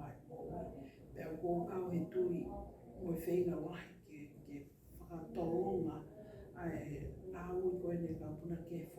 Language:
Tongan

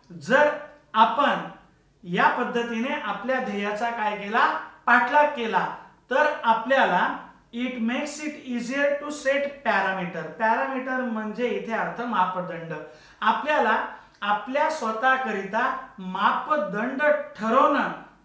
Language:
Marathi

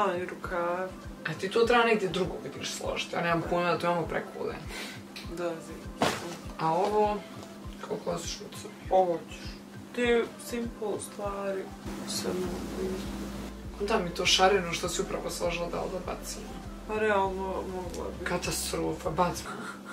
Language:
Croatian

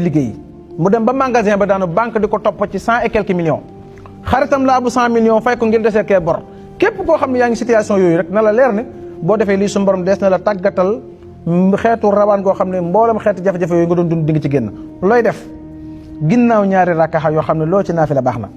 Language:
Wolof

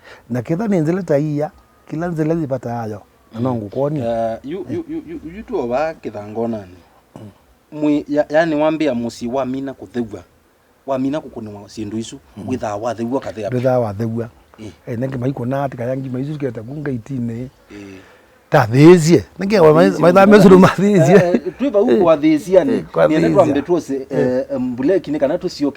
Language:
Kamba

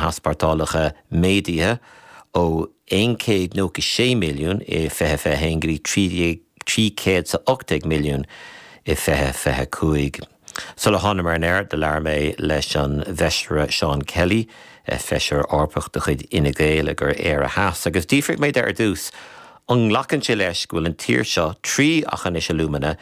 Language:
Irish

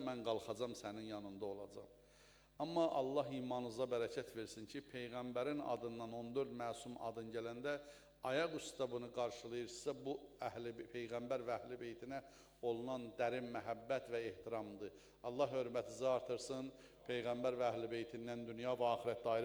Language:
Azerbaijani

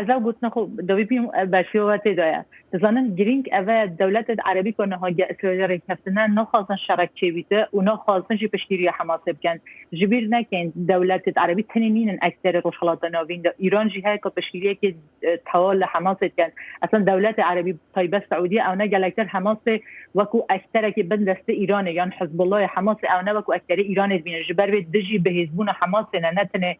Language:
Kurdish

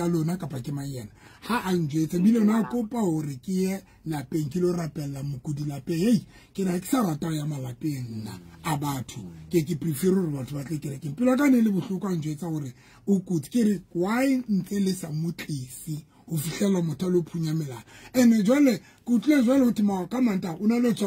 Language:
Southern Sotho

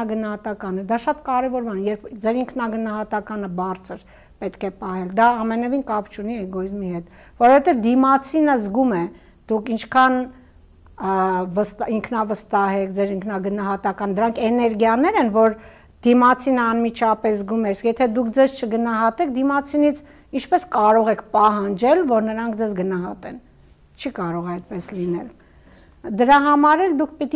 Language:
Armenian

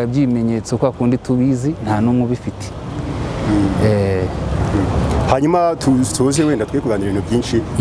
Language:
Kinyarwanda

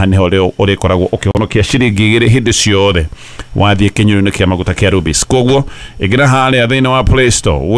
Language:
Kikuyu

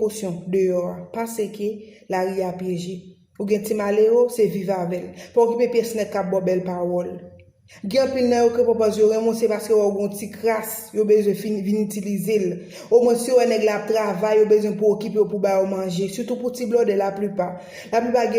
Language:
Haitian Creole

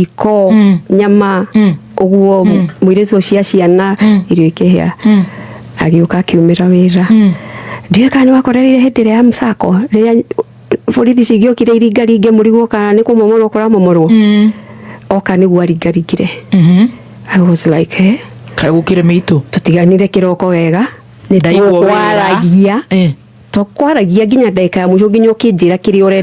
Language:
Kikuyu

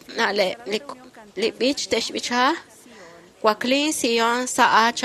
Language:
Kekchí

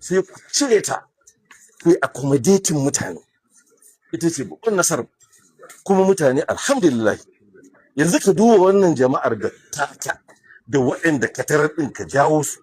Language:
Hausa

